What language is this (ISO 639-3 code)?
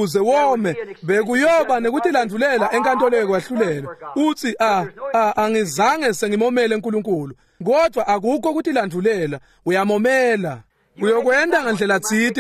ssw